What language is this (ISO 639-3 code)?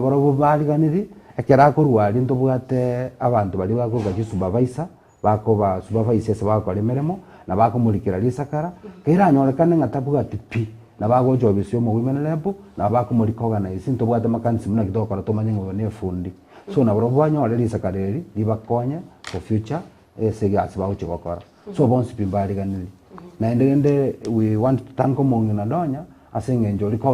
guz